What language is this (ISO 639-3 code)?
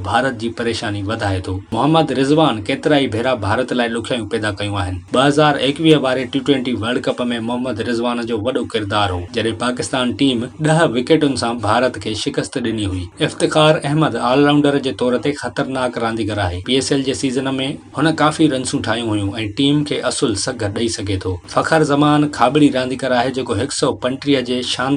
snd